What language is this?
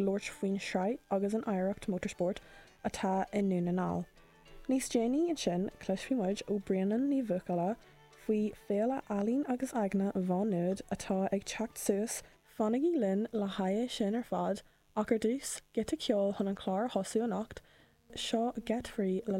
Irish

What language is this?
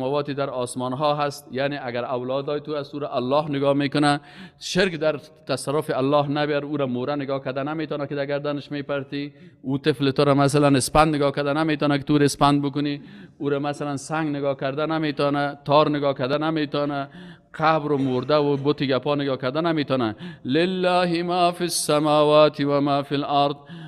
Persian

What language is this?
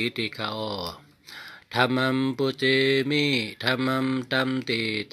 Shan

